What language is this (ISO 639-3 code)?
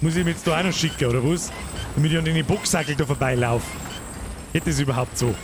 bar